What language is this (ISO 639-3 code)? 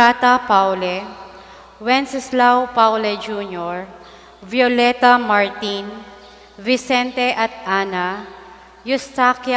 pam